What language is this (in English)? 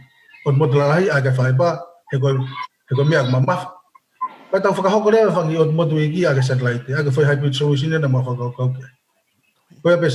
Tongan